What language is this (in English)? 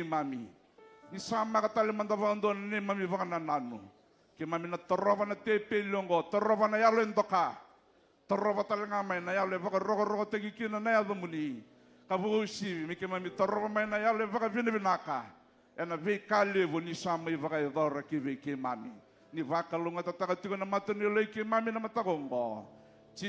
Fijian